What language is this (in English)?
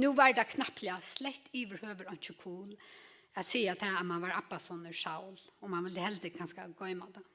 Faroese